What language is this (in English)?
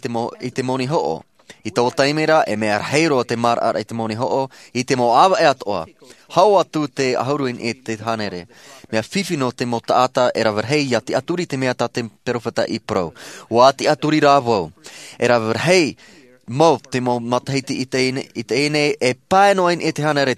Tahitian